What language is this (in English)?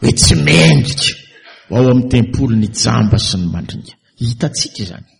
Malagasy